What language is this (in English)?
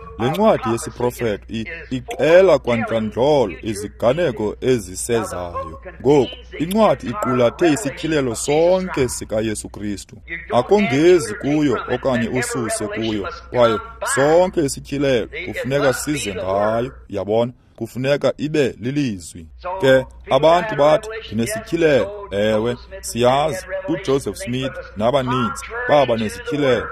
Xhosa